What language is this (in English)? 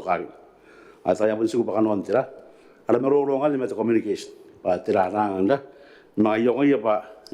Gilbertese